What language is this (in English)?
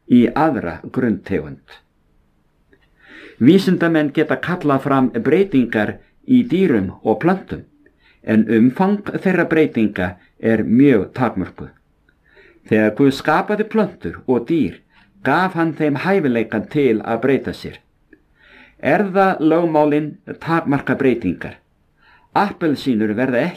Icelandic